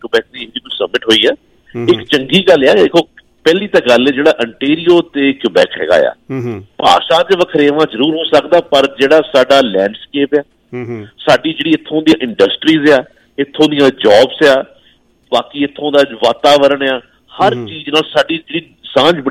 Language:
Punjabi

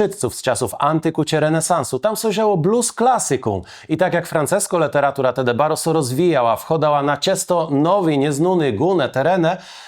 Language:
Kashubian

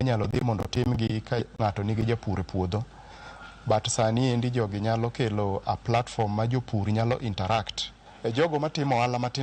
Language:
Luo (Kenya and Tanzania)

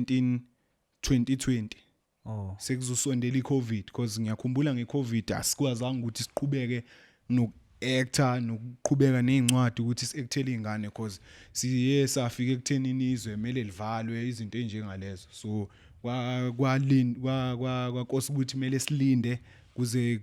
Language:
Zulu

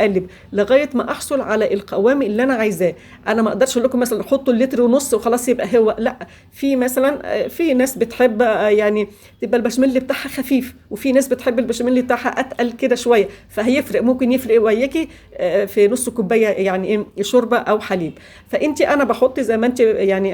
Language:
Egyptian Arabic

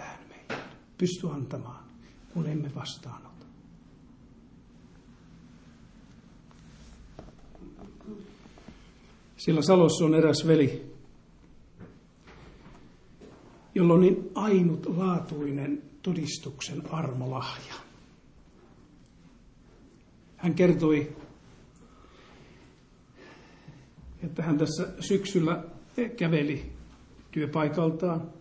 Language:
Finnish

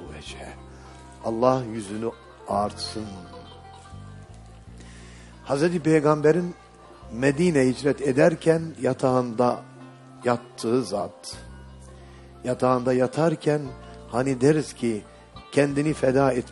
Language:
Turkish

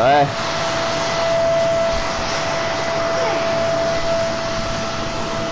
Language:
Bulgarian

